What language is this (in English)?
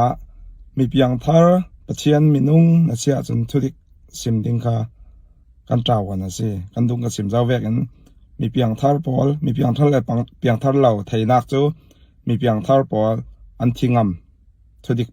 Falam Chin